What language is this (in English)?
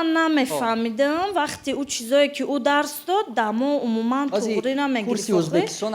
Tajik